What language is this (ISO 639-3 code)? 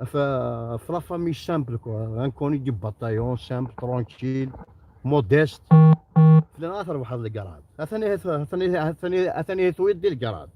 kab